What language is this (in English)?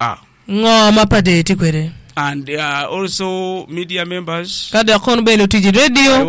Acoli